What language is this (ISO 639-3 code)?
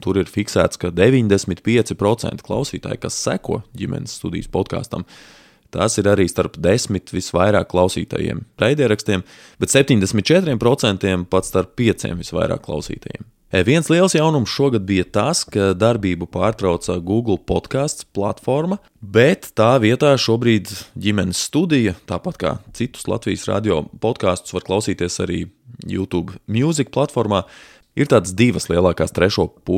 lav